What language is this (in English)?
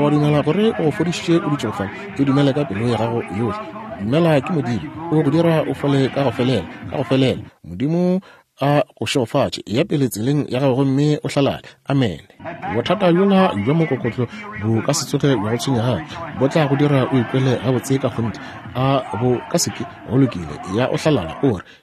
Northern Sotho